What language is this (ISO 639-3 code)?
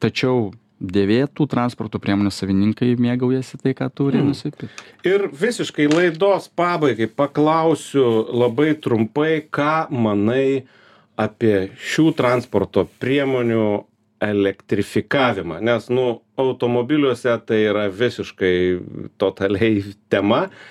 lit